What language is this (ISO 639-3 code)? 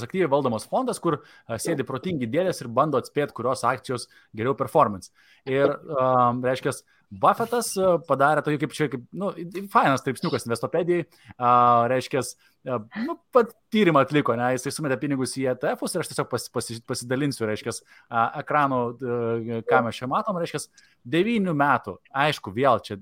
lit